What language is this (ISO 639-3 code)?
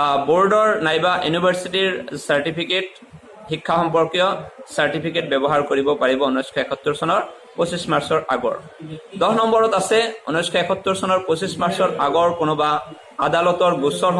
asm